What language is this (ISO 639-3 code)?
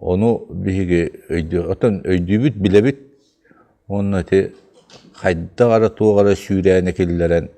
sah